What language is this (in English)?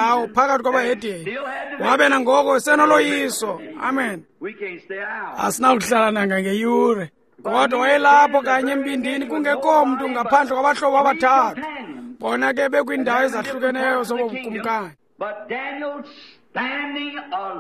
Xhosa